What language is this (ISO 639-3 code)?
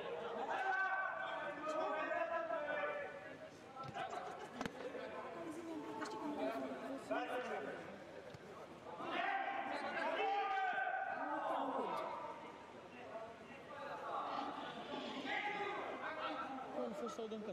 ron